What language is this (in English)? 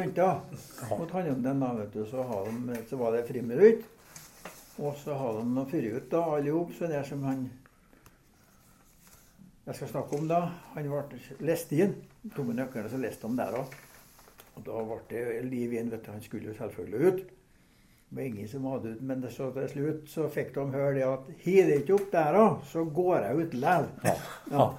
Norwegian